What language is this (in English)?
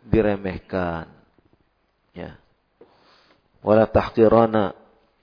Indonesian